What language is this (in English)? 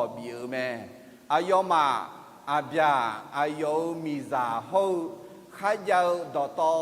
Akha